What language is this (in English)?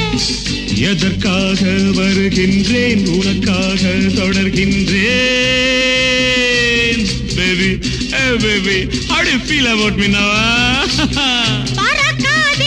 Tamil